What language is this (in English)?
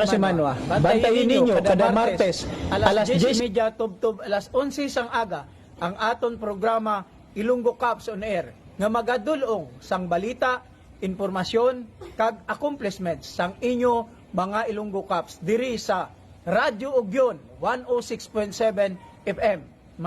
Hiligaynon